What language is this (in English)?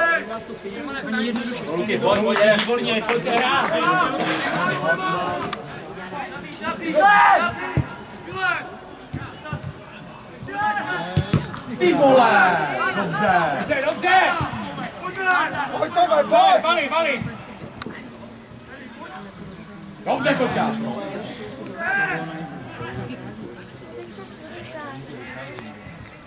Czech